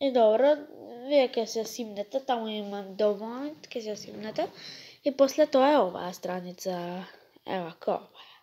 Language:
Macedonian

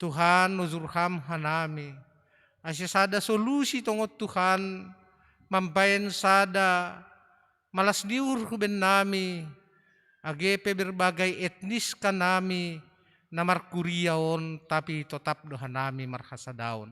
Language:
Batak Simalungun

